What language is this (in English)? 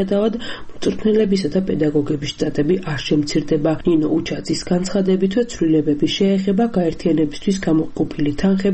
Georgian